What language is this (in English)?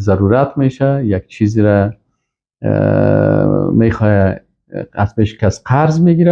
Persian